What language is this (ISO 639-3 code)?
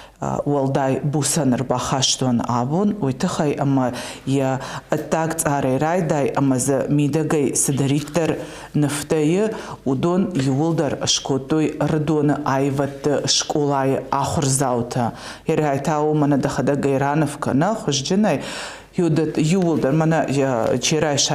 oss